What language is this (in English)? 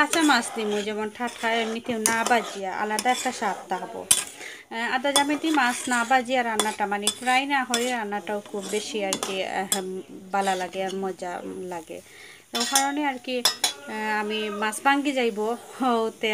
Sylheti